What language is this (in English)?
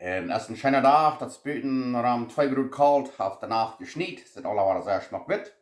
Plautdietsch